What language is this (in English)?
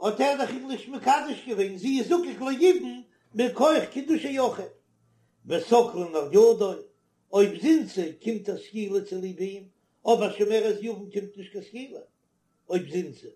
Yiddish